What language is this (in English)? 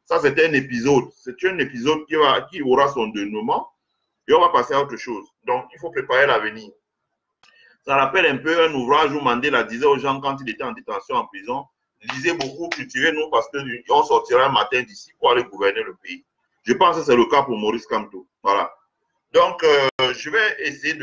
French